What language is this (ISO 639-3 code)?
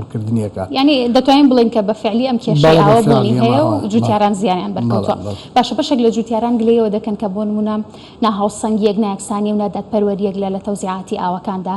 ckb